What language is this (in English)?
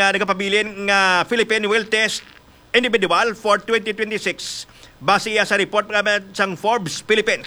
Hiligaynon